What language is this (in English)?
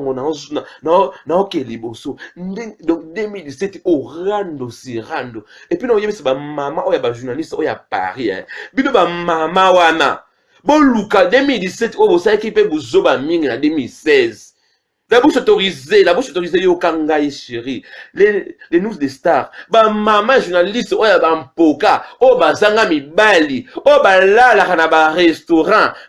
Lingala